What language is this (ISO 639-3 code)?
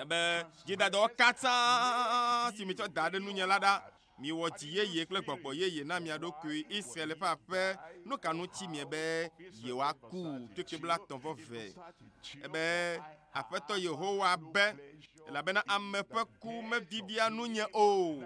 ewe